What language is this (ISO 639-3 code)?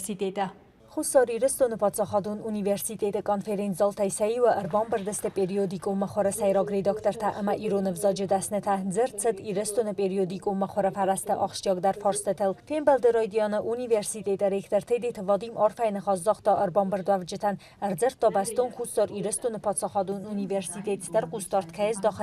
oss